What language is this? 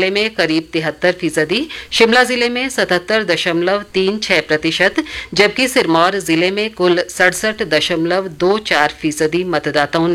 Hindi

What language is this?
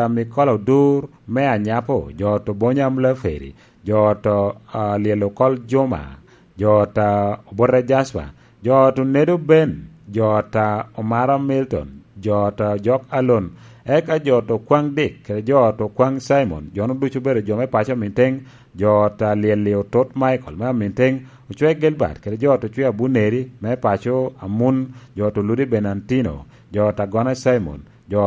Lango (Uganda)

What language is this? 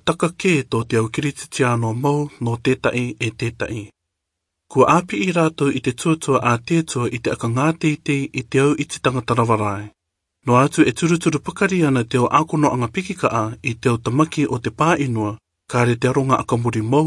Rarotongan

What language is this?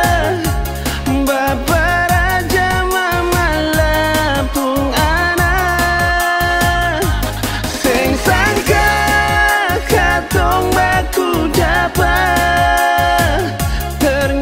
Ambonese Malay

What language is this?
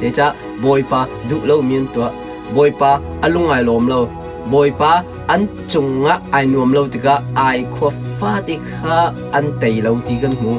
Hakha Chin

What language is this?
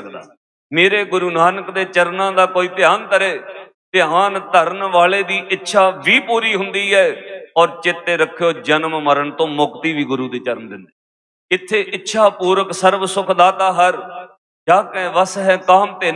Punjabi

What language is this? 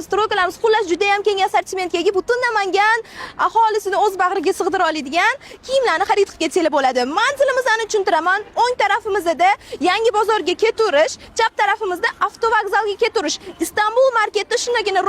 Uzbek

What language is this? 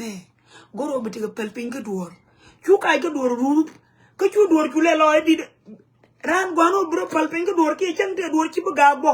Nuer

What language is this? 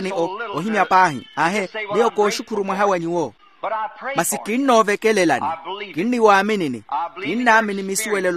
Makhuwa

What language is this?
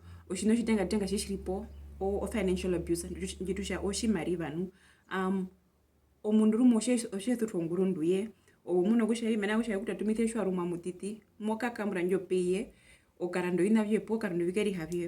Herero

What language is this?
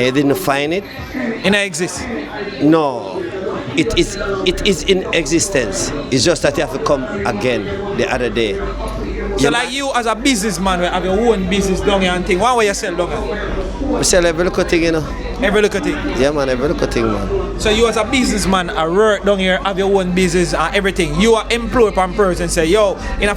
Jamaican Creole English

